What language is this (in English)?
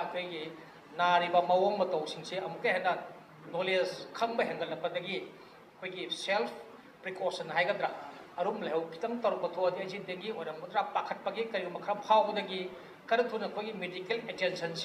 Manipuri